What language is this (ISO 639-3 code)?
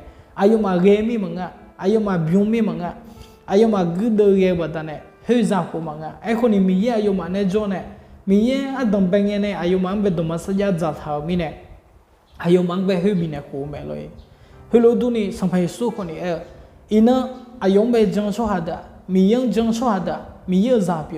ahk